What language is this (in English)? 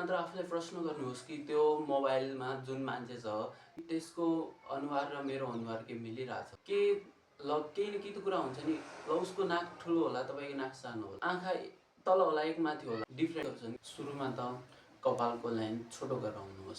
Nepali